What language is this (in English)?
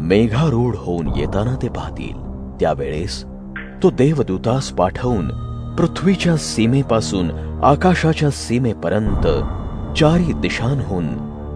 Marathi